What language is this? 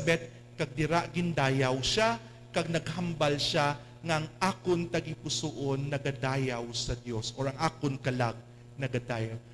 Hiligaynon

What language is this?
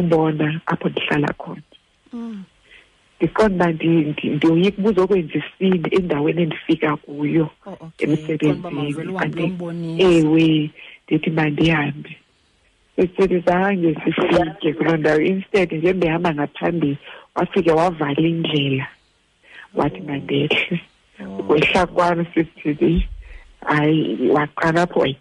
Xhosa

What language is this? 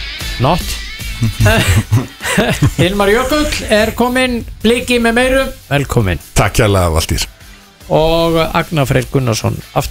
Icelandic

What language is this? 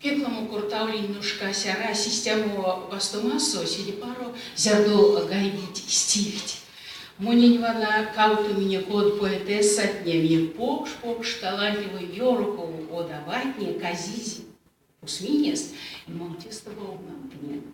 Erzya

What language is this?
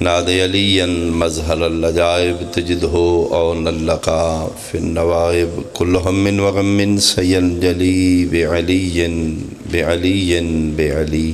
Pahari-Potwari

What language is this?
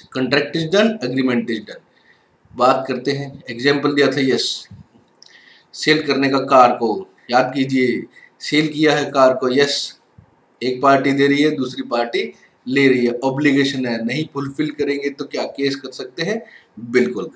Hindi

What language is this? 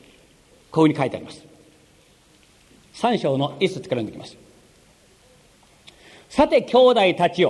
Japanese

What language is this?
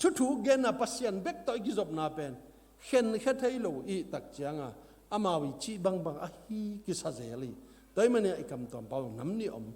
Tedim Chin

